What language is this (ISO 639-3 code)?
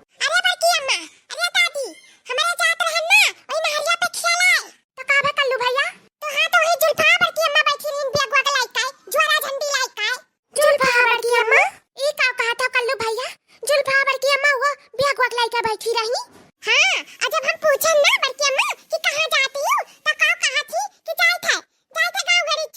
awa